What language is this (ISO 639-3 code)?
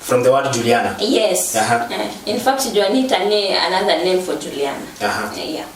kam